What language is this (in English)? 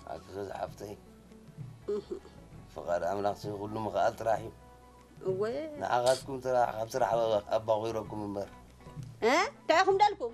Tigrinya